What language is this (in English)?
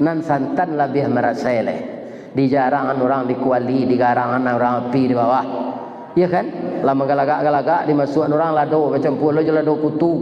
Minangkabau